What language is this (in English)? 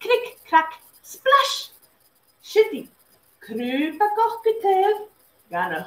Scottish Gaelic